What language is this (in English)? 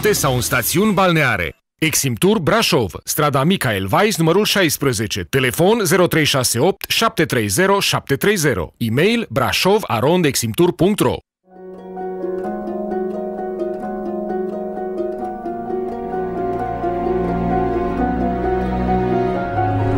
Romanian